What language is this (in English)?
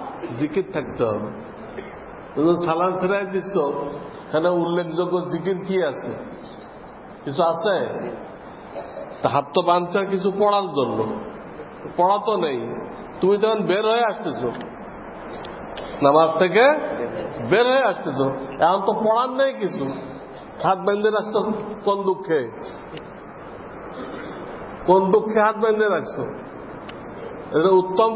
Bangla